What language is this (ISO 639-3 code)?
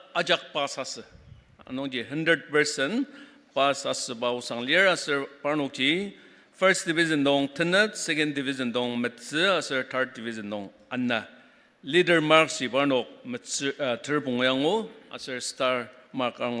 njo